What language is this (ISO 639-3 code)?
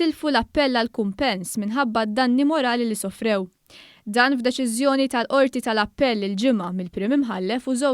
mlt